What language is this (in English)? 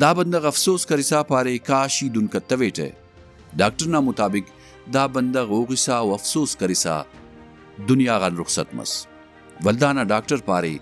Brahui